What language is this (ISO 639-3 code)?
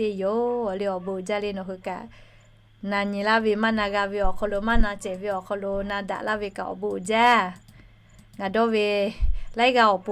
lhu